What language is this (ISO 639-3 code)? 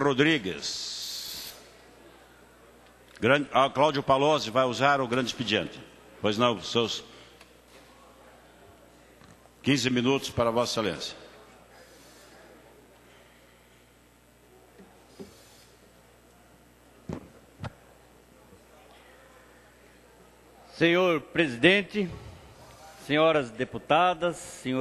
por